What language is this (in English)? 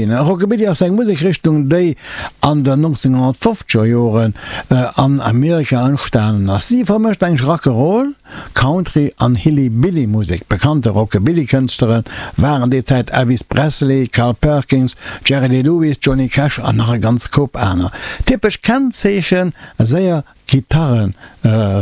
Luxembourgish